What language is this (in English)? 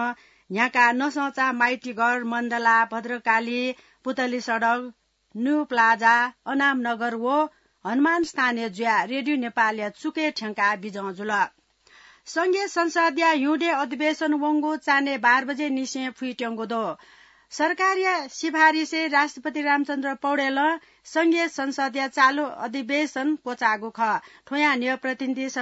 Newari